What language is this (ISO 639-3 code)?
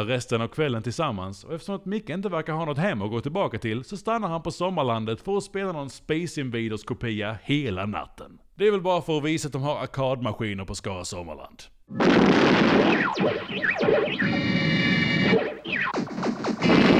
swe